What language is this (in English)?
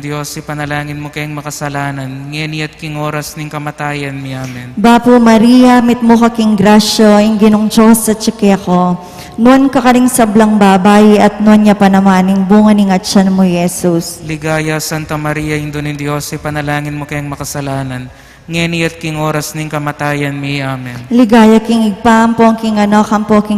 Pampanga